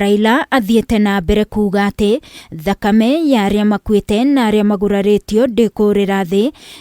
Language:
Kikuyu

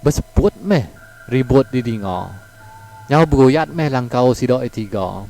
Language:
Iban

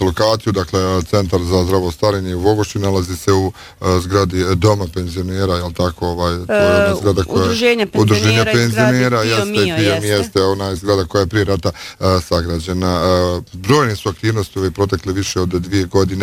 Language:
Bosnian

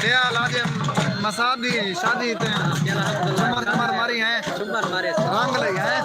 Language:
Saraiki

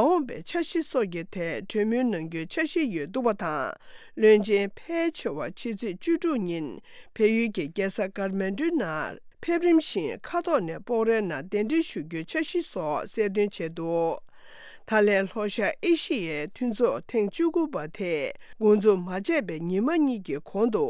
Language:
Tibetan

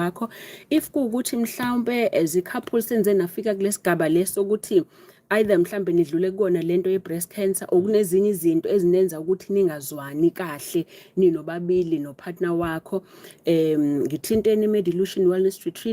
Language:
Zulu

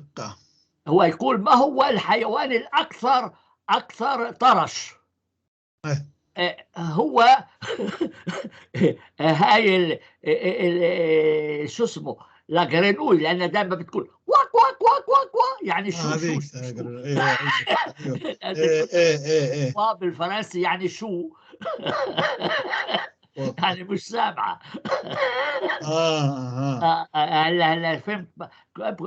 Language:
North Levantine Arabic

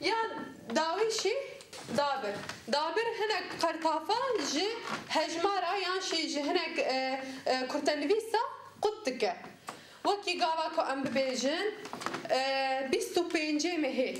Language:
Kurdish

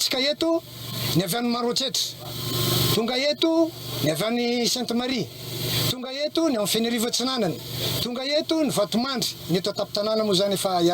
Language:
Malagasy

